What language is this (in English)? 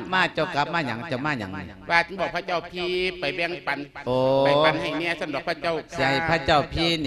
Lao